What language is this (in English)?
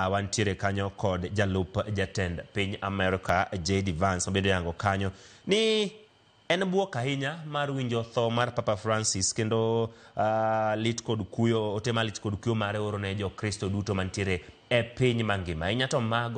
Luo (Kenya and Tanzania)